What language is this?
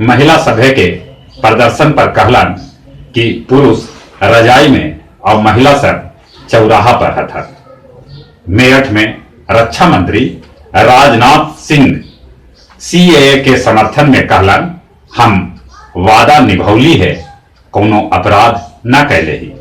Magahi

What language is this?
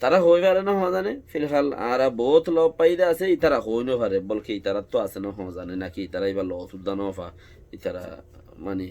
Rohingya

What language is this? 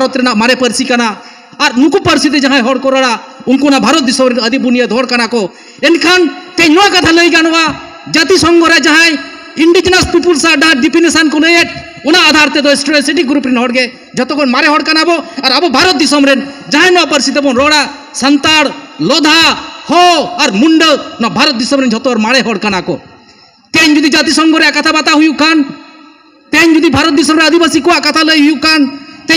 Santali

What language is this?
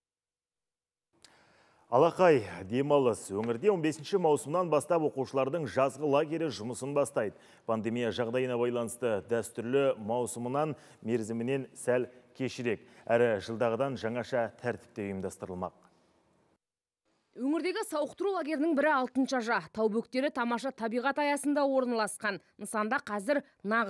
Kazakh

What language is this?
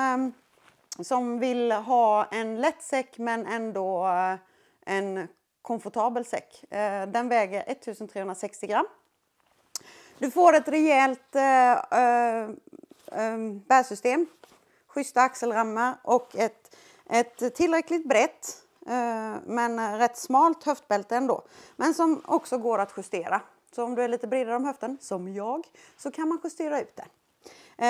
Swedish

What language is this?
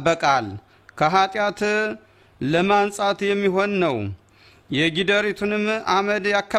Amharic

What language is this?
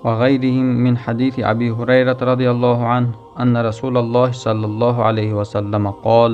Tajik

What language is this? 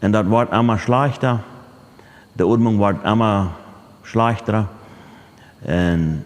Plautdietsch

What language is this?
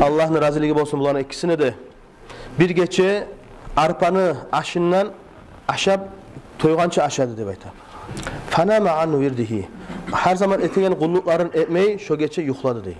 Kumyk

